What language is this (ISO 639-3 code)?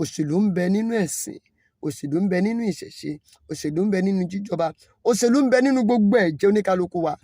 yor